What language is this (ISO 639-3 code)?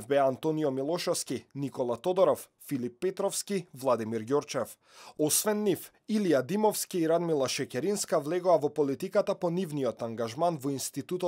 mkd